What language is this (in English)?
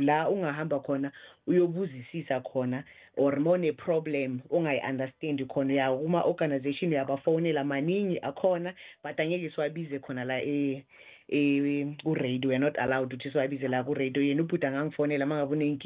South Ndebele